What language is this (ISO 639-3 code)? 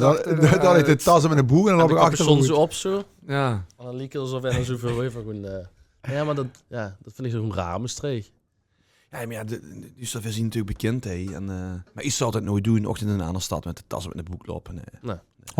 lim